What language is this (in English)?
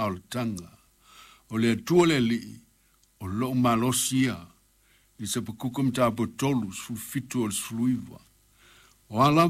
Samoan